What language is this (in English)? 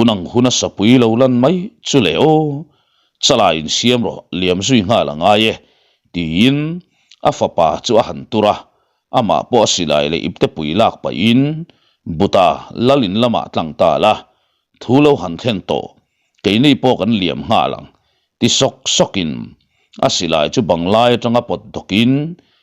Mizo